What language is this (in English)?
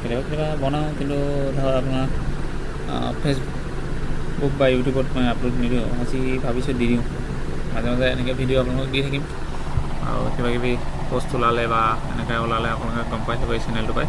Assamese